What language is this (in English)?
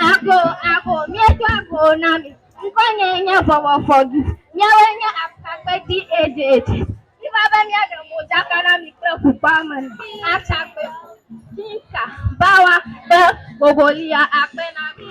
Ewe